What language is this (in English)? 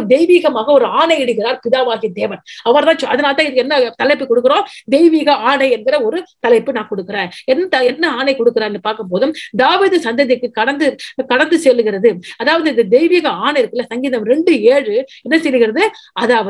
Tamil